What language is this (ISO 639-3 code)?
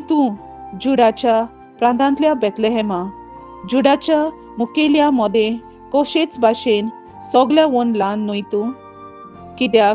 kok